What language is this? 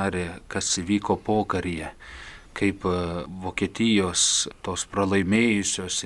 Lithuanian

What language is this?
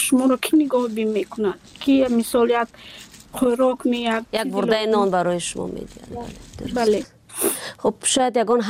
Tajik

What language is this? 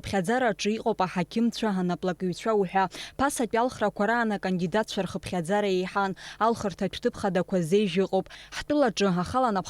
Abkhazian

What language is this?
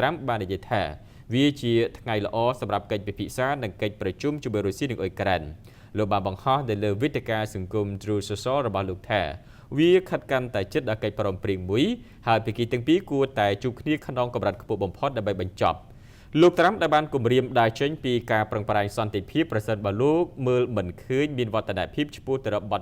Khmer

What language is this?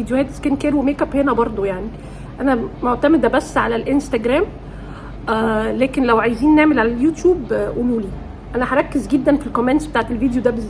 Egyptian Arabic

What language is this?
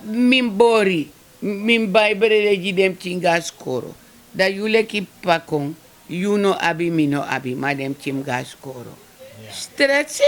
Sranan Tongo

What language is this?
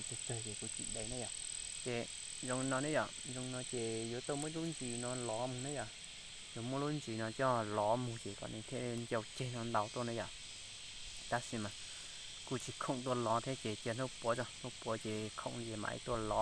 Hmong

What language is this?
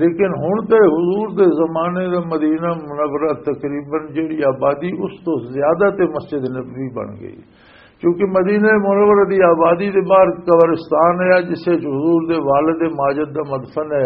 Western Panjabi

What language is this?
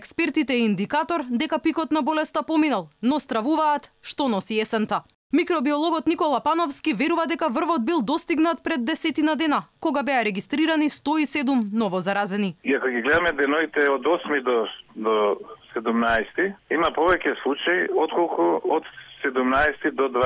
Macedonian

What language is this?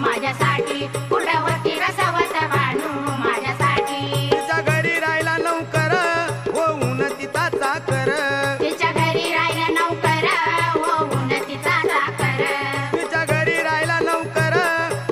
Marathi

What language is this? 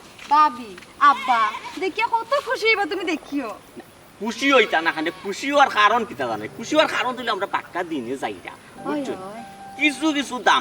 Sylheti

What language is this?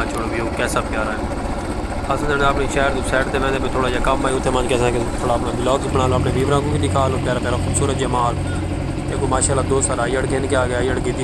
Saraiki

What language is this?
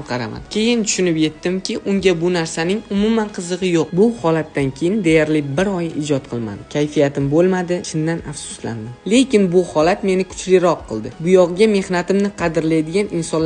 Uzbek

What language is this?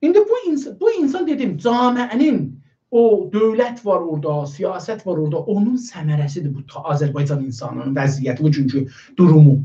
South Azerbaijani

